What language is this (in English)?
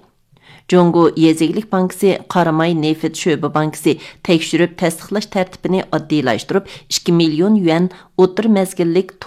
Uyghur